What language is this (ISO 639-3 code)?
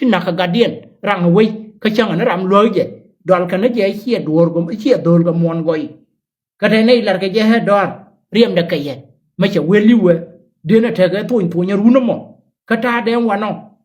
nus